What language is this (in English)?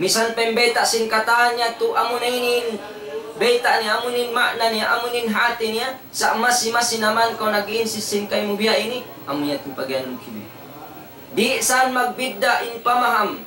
Tausug